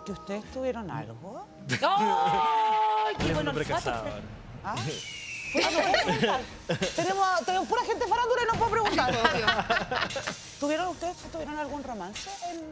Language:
Spanish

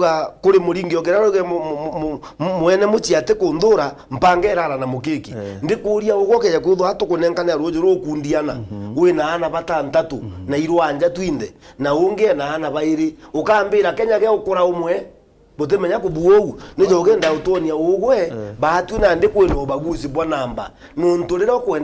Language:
Meru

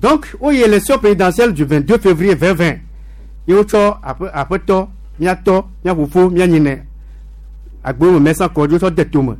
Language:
Gen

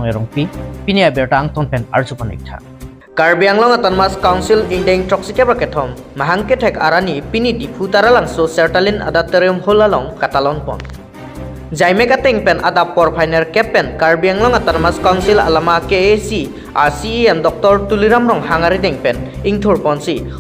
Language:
Karbi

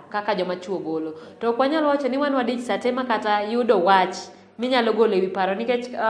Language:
Luo (Kenya and Tanzania)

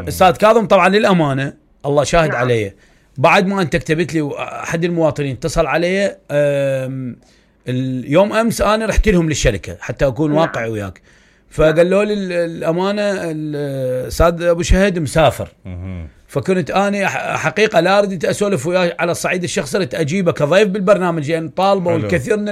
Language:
Mesopotamian Arabic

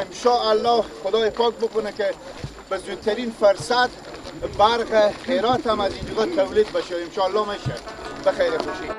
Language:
Persian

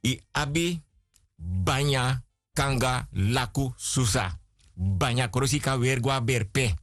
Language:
Sranan Tongo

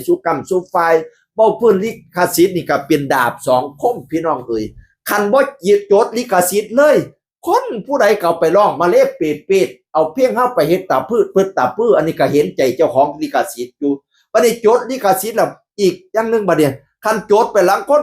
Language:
Northeastern Thai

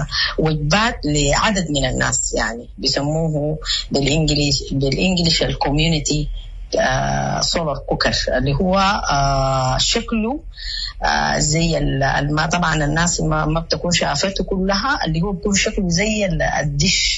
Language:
Sudanese Arabic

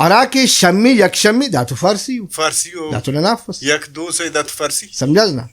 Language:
Brahui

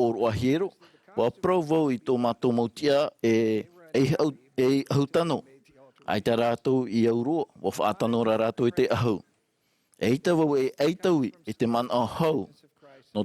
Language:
Tahitian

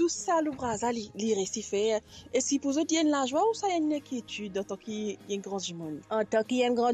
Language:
Morisyen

